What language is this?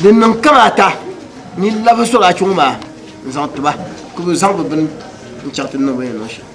Dagbani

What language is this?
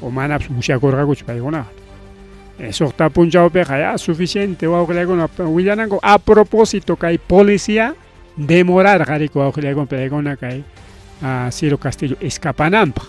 Ayacucho Quechua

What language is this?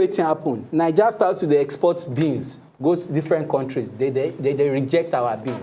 Nigerian Pidgin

